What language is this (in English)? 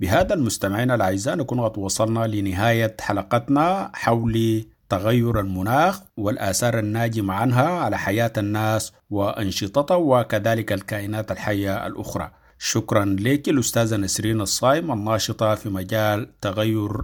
Sudanese Arabic